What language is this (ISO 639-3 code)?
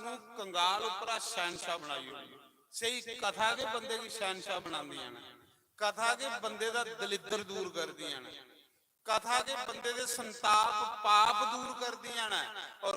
doi